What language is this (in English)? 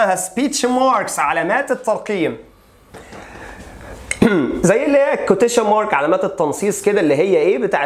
Egyptian Arabic